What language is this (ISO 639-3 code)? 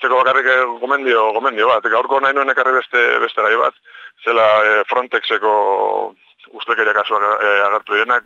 eus